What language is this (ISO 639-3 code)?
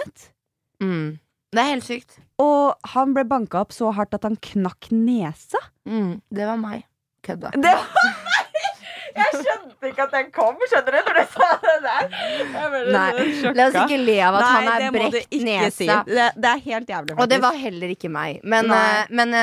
nor